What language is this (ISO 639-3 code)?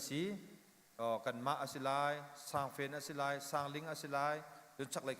cnh